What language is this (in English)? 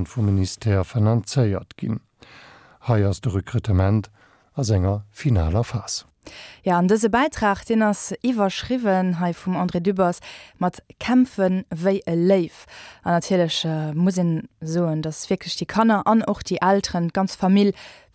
Luxembourgish